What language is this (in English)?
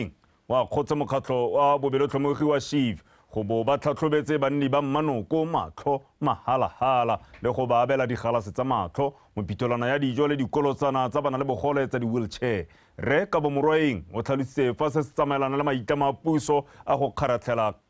Tswana